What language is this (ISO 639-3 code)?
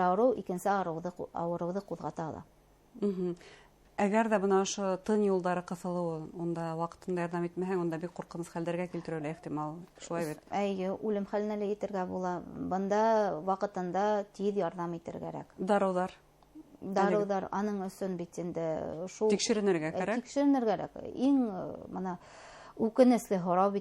bak